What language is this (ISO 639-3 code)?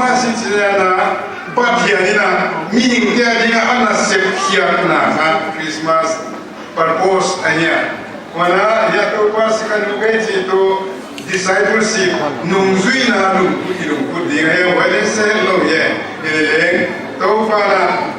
pck